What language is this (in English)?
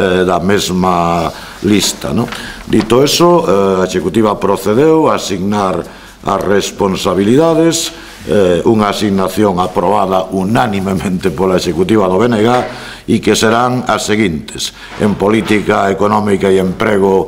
Galician